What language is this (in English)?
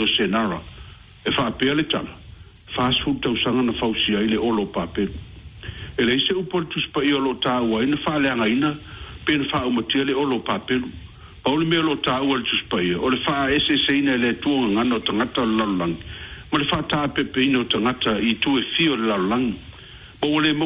Samoan